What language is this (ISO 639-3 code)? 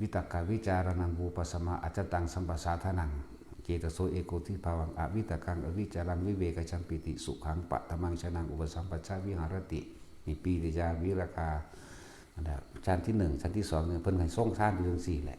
tts